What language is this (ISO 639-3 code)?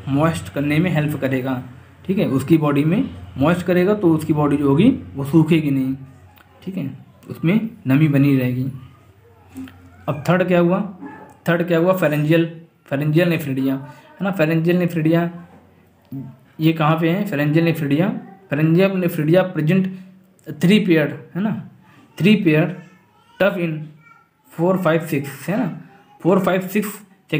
hin